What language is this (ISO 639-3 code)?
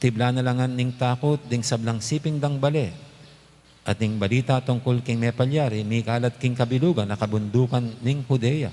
pam